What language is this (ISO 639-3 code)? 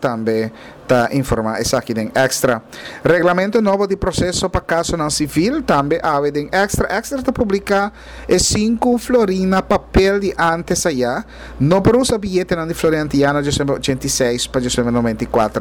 pap